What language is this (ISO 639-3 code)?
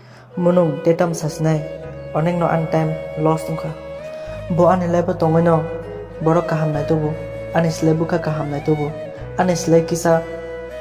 trp